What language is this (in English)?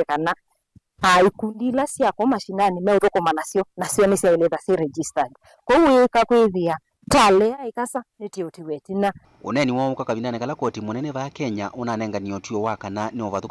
Kamba